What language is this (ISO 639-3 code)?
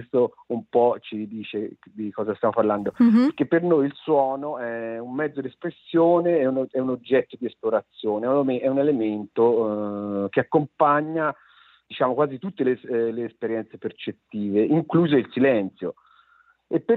ita